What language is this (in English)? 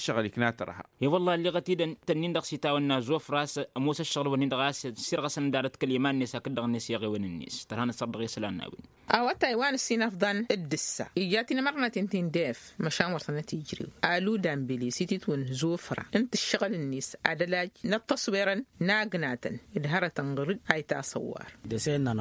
Tamasheq